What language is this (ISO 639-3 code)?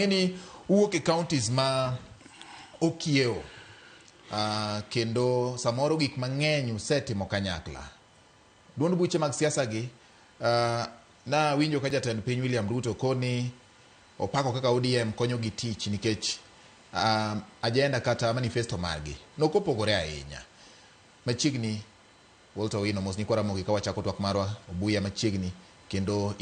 luo